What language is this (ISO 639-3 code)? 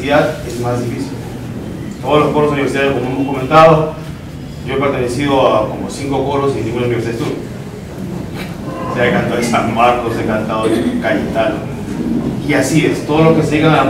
spa